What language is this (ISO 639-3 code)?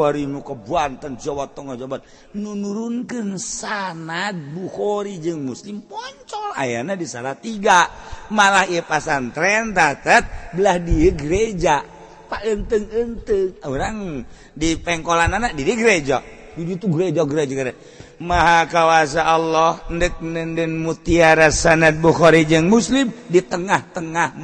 sun